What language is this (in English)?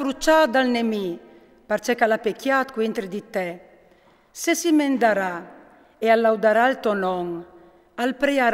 Friulian